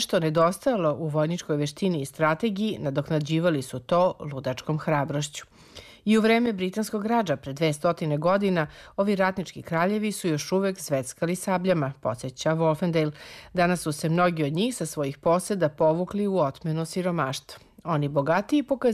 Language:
Serbian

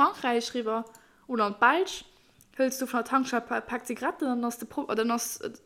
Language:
Luxembourgish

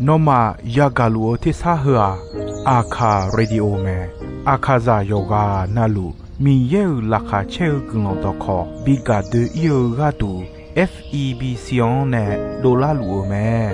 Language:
Akha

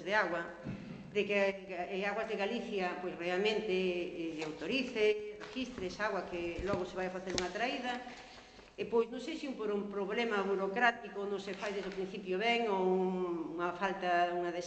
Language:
Galician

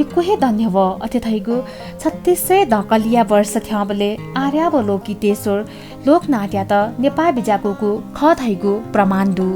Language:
Newari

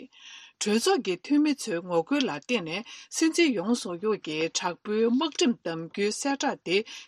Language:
Tibetan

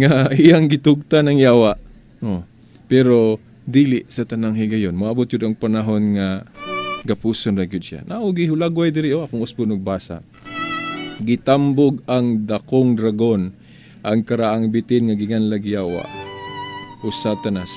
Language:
Cebuano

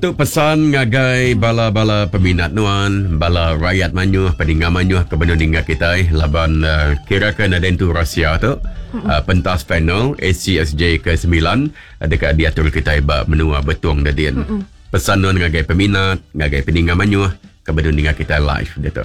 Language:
Iban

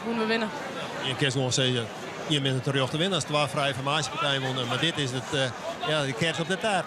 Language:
Western Frisian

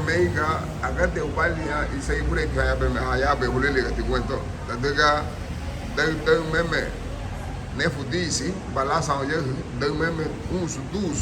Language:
Garifuna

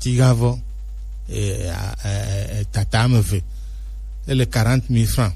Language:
Gen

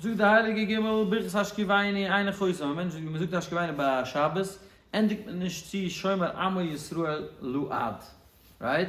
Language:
Yiddish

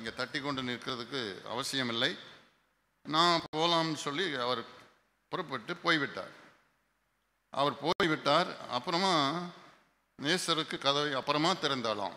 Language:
Tamil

